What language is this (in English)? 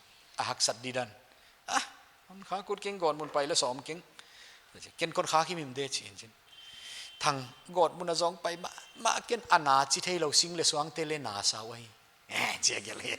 Paite Chin